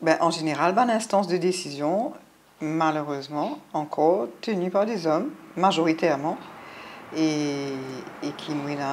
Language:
Morisyen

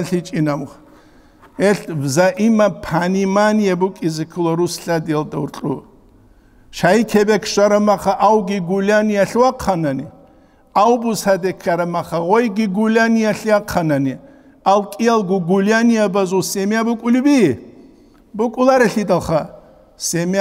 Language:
Avaric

